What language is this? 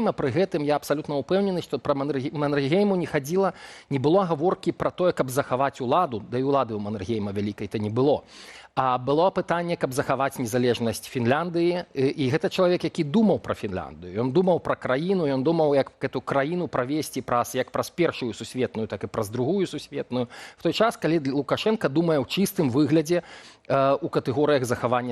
Belarusian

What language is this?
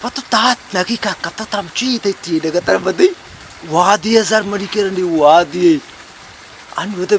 Baluchi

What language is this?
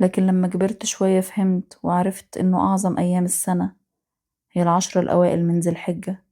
Egyptian Arabic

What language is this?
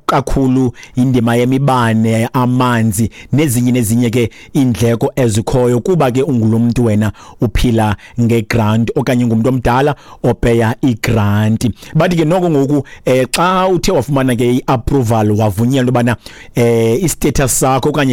Xhosa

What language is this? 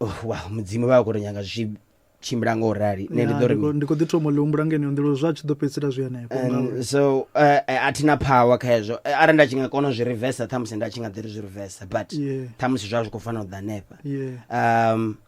Venda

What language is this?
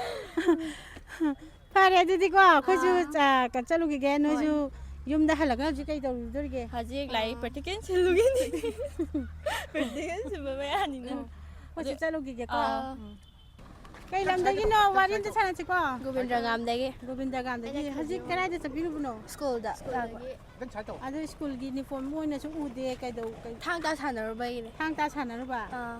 Manipuri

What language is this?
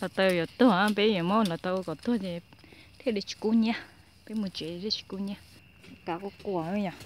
Hmong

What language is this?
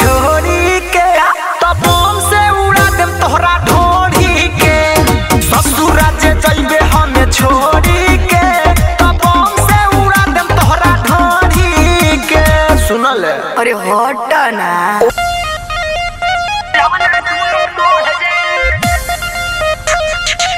Bhojpuri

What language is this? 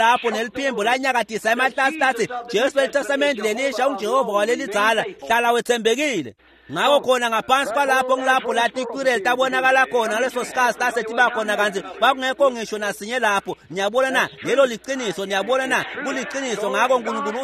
Swati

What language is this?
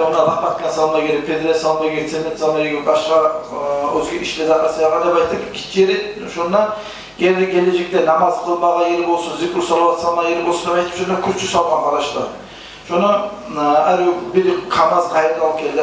Kumyk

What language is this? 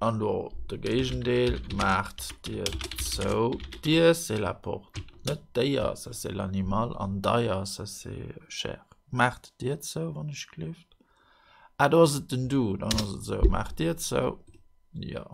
Luxembourgish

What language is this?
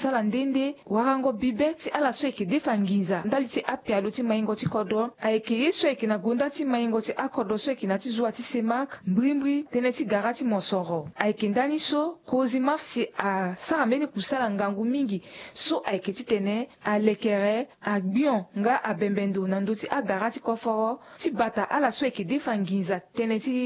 Sango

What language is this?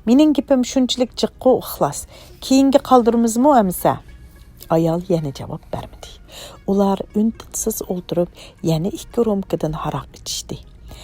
Uyghur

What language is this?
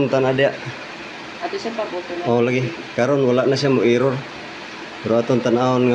Cebuano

